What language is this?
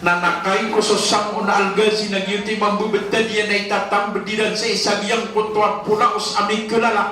Maranao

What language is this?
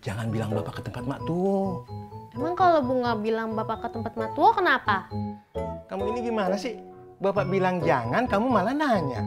Betawi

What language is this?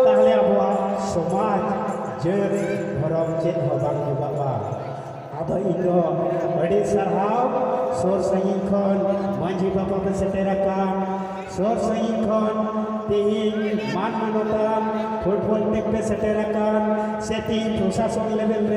Santali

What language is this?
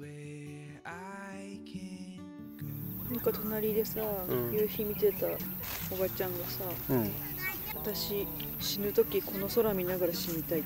Japanese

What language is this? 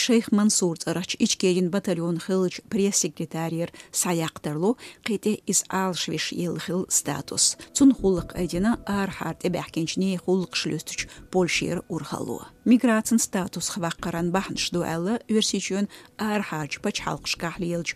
Chechen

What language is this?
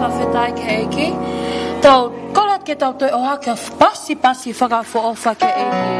Tongan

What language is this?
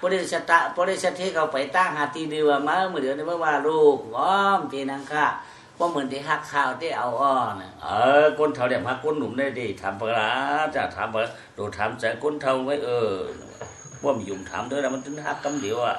Shan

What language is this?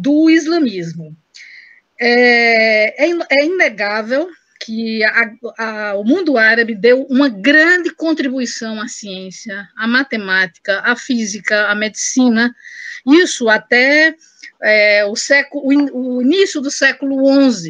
Portuguese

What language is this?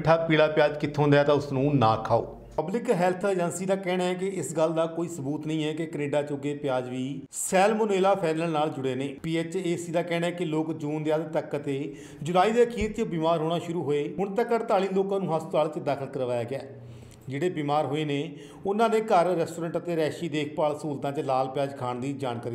Punjabi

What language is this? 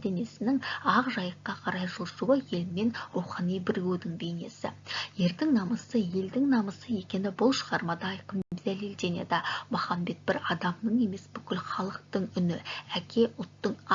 Kazakh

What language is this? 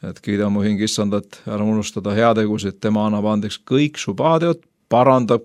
Estonian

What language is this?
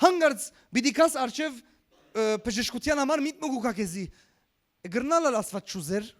Western Armenian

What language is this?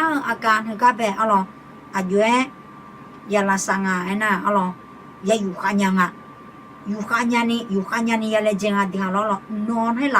Akha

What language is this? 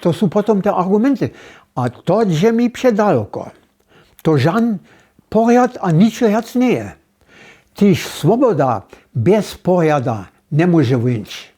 Upper Sorbian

